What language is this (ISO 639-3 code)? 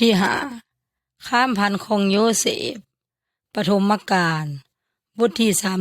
yoy